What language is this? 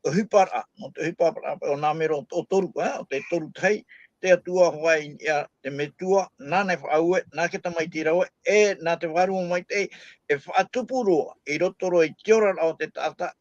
Tahitian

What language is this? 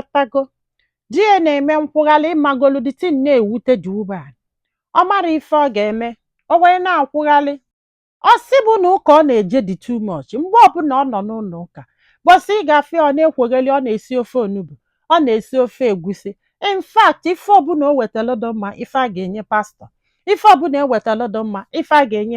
Igbo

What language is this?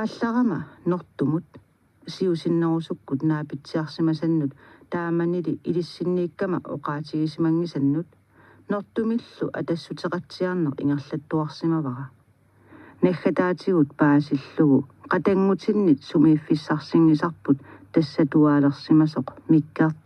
Kalaallisut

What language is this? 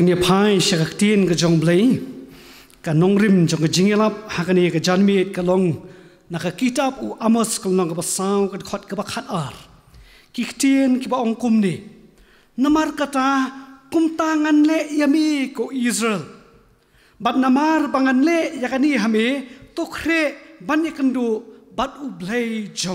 Khasi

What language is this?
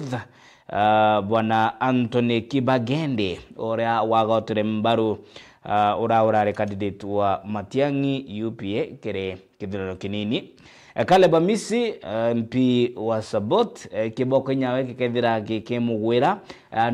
Meru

